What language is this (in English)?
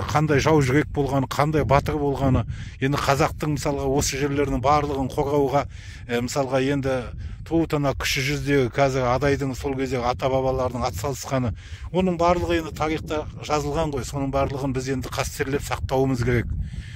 Kazakh